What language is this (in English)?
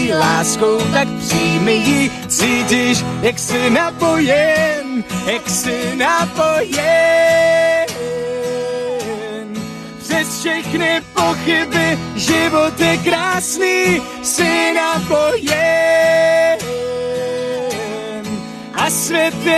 Czech